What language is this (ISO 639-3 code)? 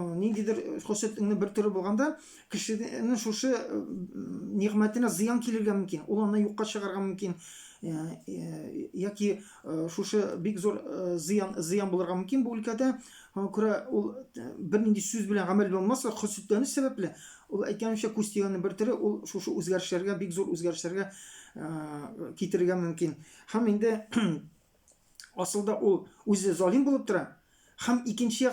tat